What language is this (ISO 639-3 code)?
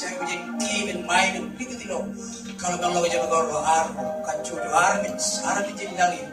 mah